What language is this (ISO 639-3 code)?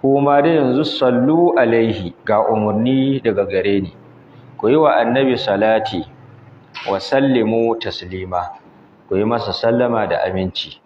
hau